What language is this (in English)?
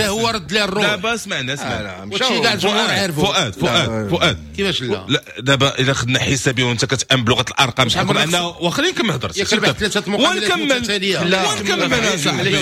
Moroccan Arabic